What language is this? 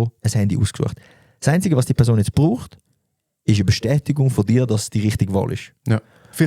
Swiss German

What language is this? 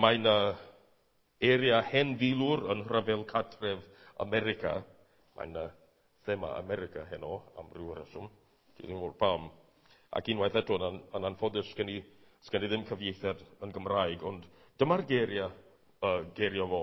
Welsh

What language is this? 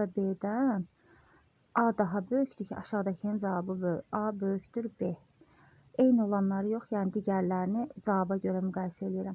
Azerbaijani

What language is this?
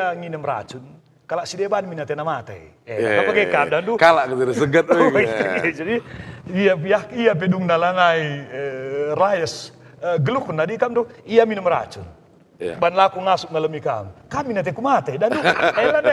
Batak Karo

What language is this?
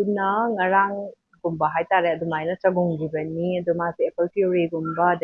Manipuri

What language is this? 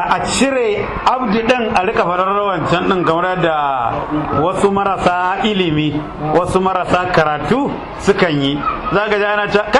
Hausa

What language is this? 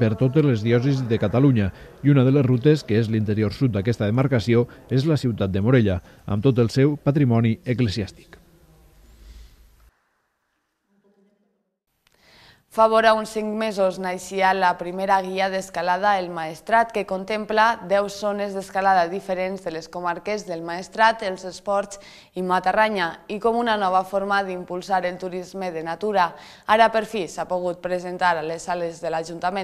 Catalan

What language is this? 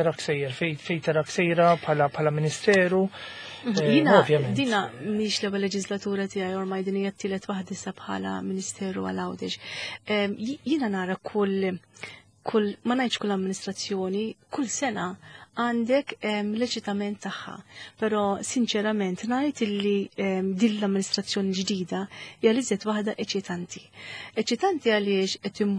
Maltese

